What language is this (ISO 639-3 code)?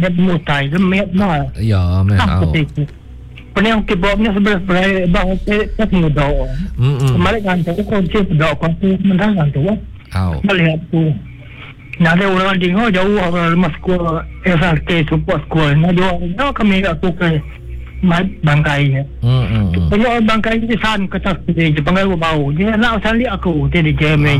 msa